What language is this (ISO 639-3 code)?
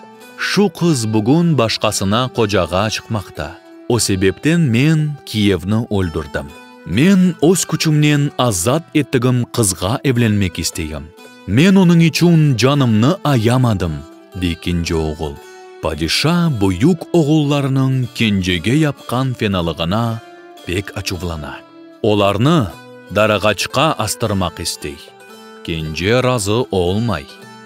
crh